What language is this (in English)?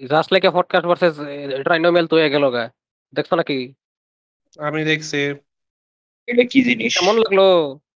Bangla